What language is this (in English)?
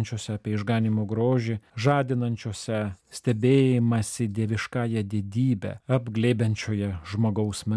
Lithuanian